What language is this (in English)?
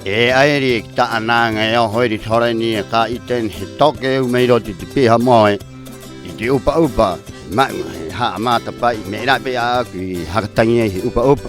Rapanui